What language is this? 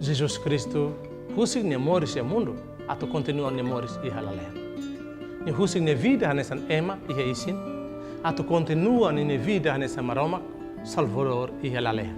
Tetum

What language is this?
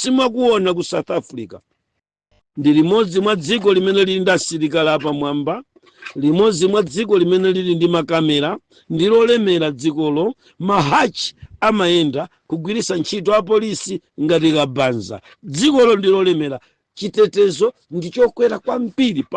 Nyanja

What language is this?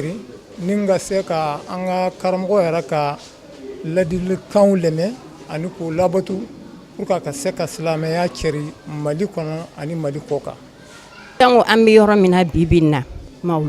Bambara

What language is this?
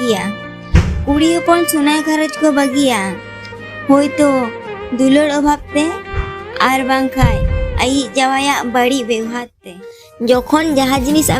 Santali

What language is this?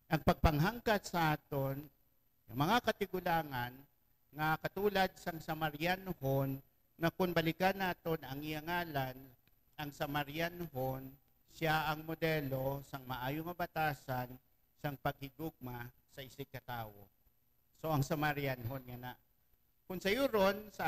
Hiligaynon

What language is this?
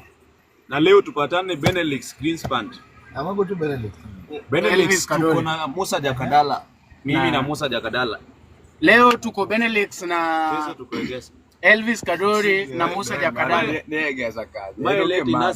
Luo (Kenya and Tanzania)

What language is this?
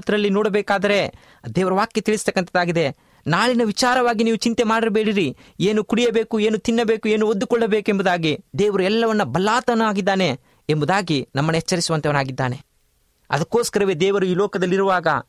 Kannada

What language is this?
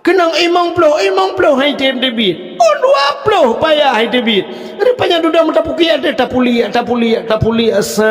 Achinese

